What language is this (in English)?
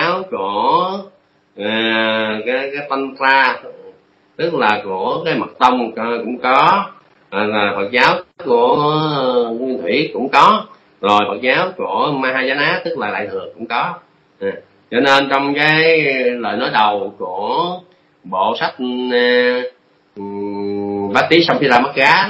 Vietnamese